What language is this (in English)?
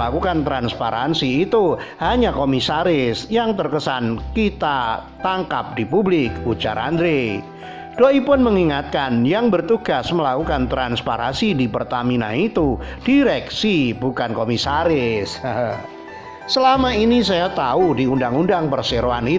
Indonesian